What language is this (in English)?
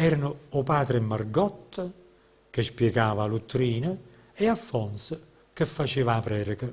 Neapolitan